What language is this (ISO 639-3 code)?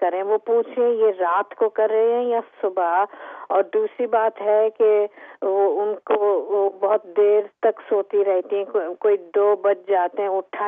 urd